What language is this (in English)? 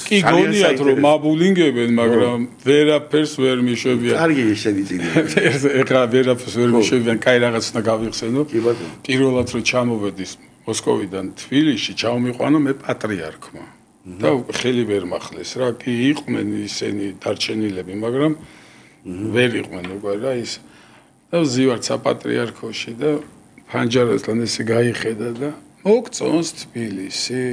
Georgian